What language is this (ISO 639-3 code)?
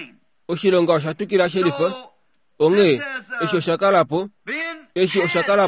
kua